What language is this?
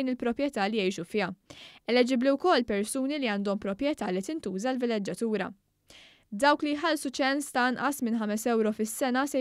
Maltese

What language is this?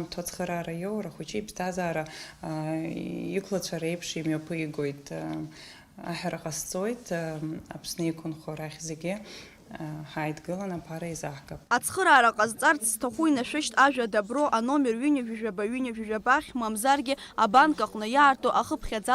Abkhazian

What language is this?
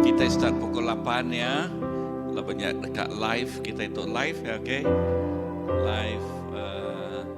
Iban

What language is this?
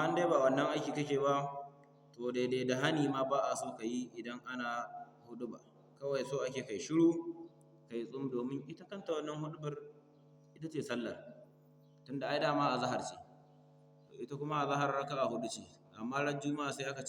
Hausa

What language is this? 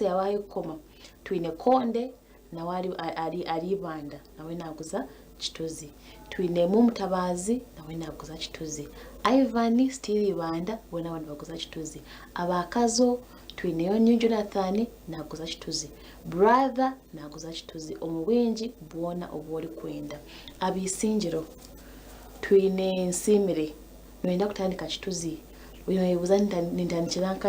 Nyankole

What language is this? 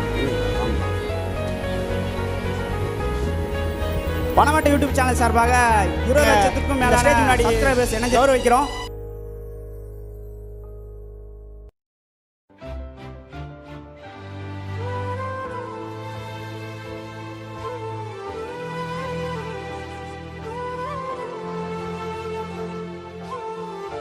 Tamil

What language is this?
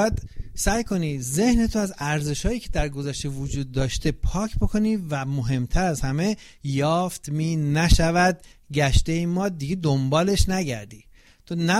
Persian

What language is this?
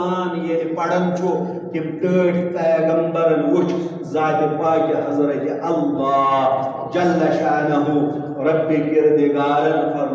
Kashmiri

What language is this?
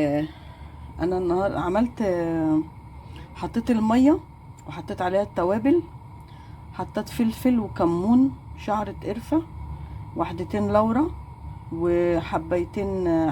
Egyptian Arabic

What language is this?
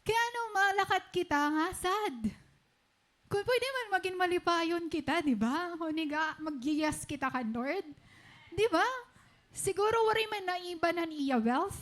Waray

